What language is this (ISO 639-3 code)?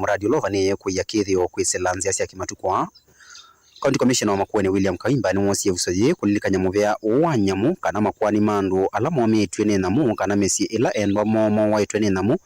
kam